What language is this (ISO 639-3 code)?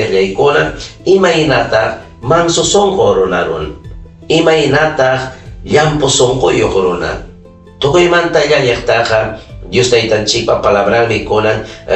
quy